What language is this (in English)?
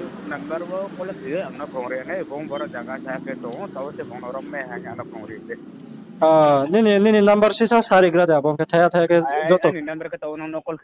Riang (India)